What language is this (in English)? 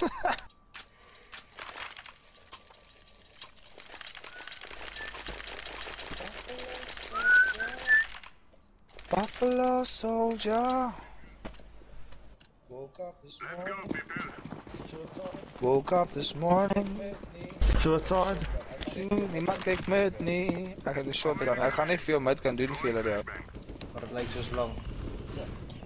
Afrikaans